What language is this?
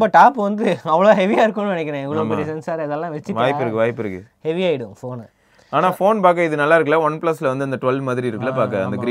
Tamil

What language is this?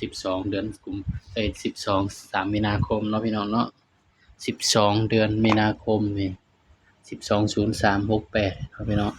Northeastern Thai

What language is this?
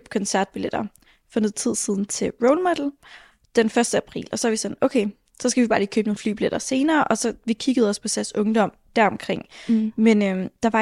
Danish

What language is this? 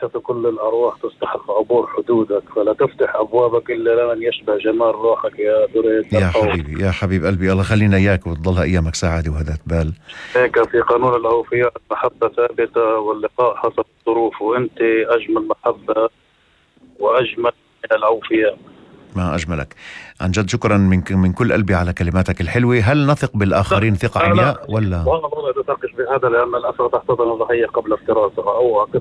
North Levantine Arabic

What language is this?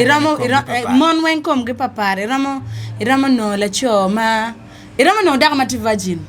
Acoli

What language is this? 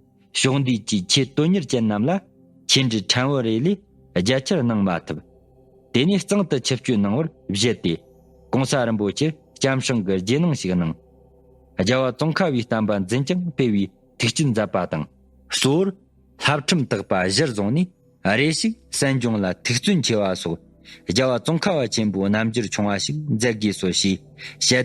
Tibetan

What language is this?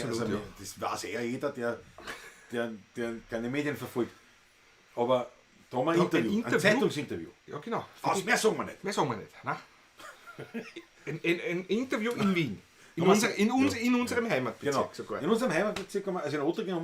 Bavarian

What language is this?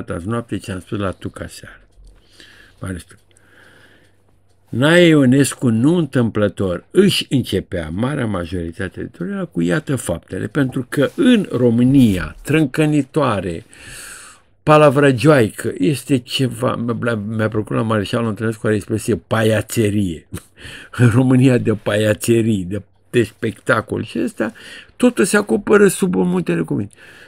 Romanian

